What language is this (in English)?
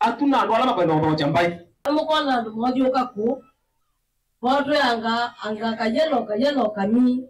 Kamba